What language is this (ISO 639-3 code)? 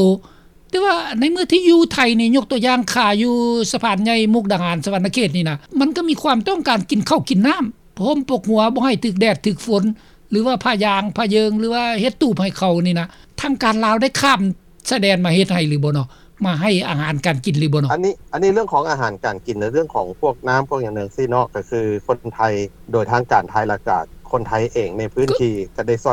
lao